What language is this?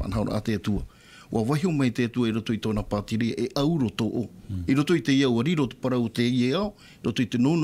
Tahitian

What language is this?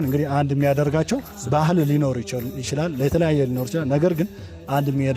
Amharic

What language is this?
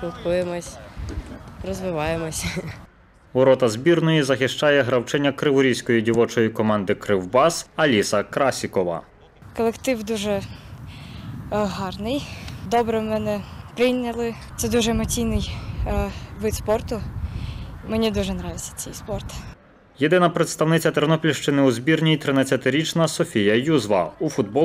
Ukrainian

